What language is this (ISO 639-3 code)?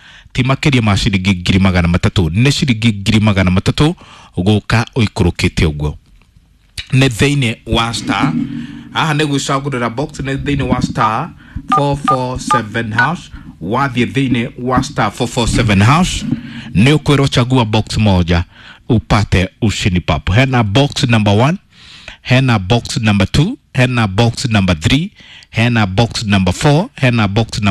kik